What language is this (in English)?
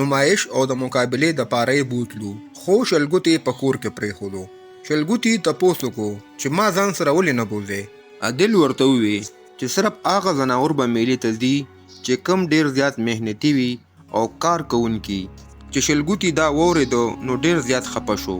Pashto